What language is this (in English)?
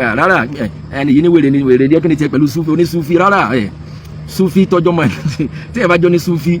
Yoruba